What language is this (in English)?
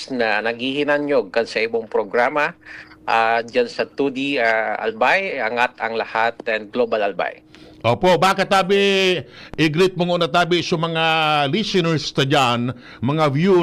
Bikol